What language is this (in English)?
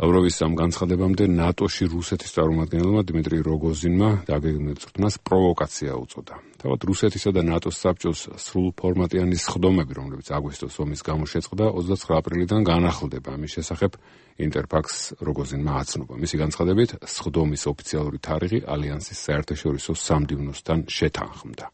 Georgian